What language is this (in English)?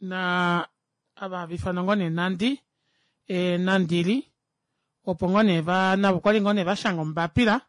Kuanyama